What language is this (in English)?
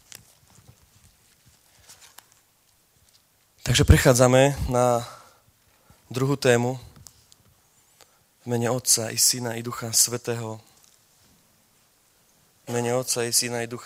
Slovak